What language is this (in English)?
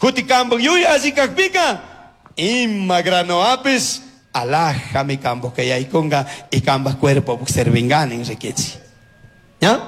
Chimborazo Highland Quichua